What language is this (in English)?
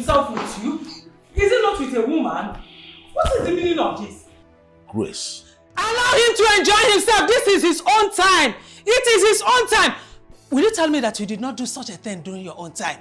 Nigerian Pidgin